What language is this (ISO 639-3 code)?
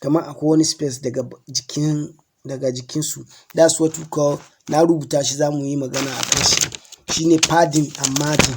hau